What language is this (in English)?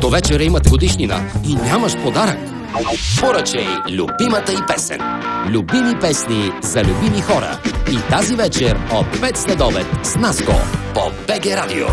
Bulgarian